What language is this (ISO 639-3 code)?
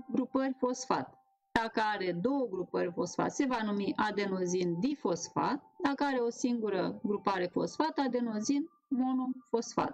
ron